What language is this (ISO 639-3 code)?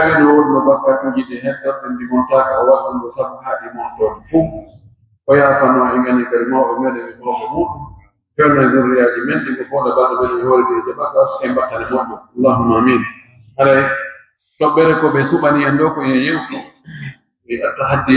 fuf